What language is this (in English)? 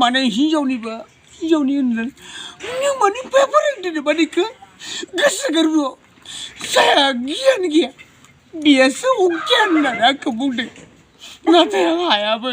Bodo